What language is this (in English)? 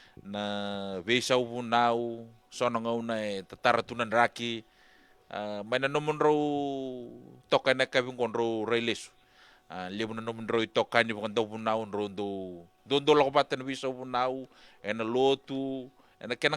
Fijian